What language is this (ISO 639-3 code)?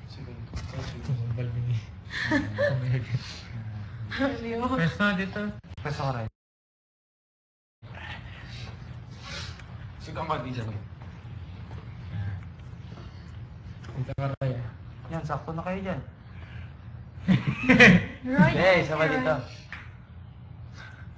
fil